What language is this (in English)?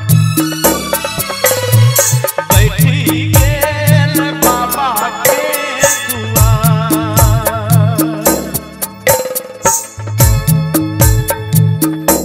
Maithili